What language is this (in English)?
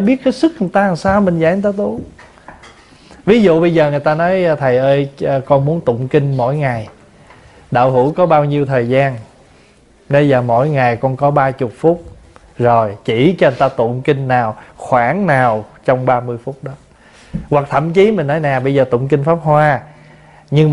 Vietnamese